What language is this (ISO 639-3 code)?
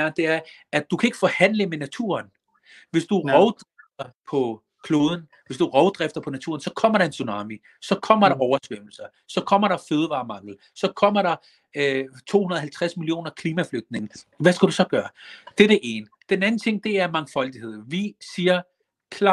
dan